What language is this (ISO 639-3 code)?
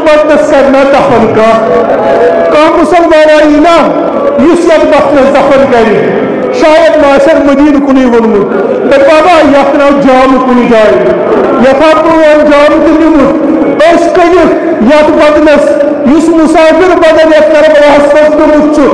kas